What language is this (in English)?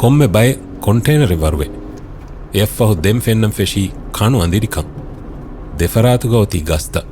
Divehi